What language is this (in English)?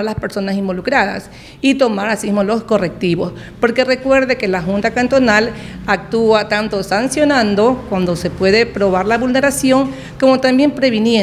Spanish